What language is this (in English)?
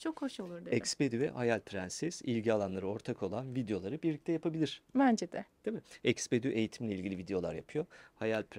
Turkish